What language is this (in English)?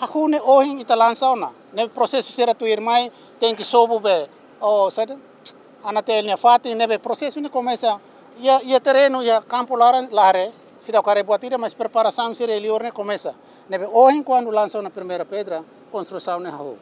Tetum